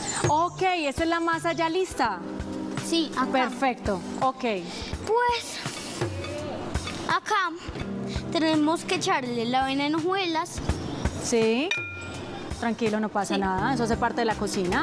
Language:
Spanish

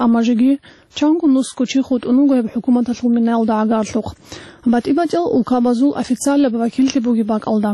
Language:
Avaric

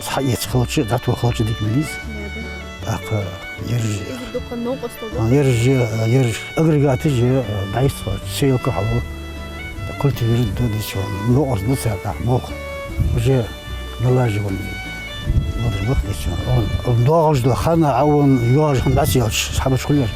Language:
Ingush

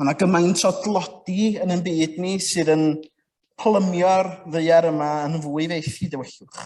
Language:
Welsh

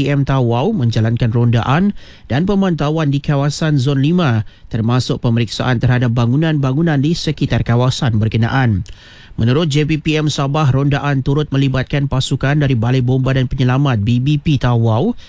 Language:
Malay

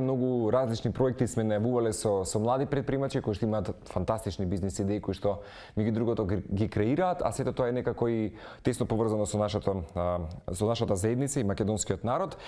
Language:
Macedonian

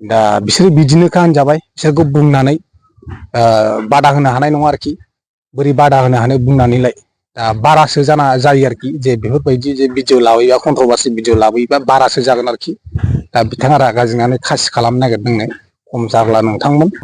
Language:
Bodo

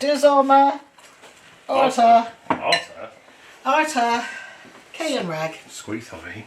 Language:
Cornish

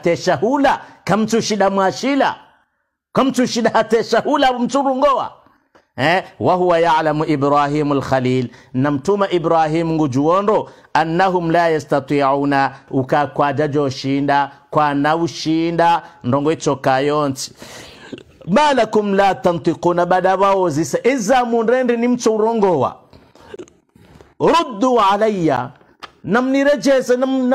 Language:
Swahili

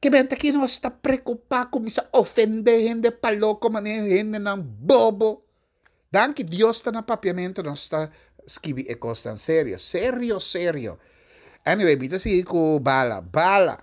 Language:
Papiamento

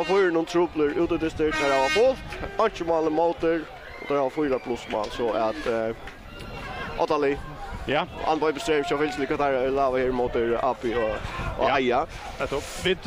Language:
Faroese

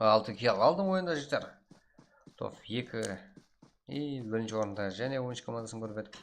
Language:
Kara-Kalpak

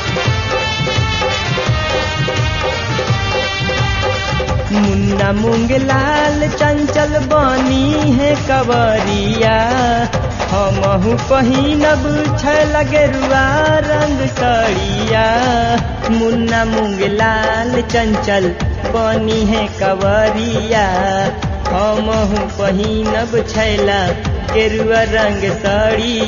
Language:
Bhojpuri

